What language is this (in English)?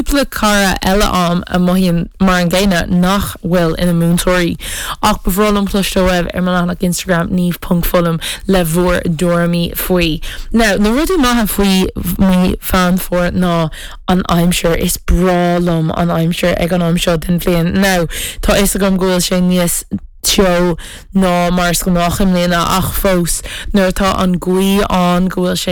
Irish